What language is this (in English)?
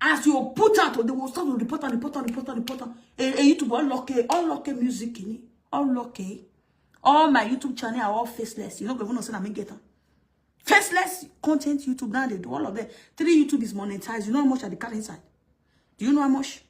Nigerian Pidgin